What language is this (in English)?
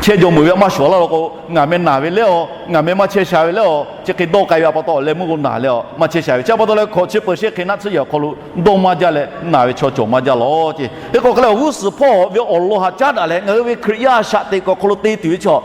Lahu